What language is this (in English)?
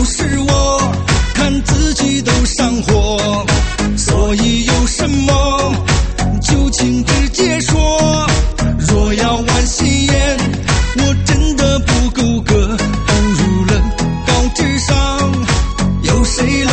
Chinese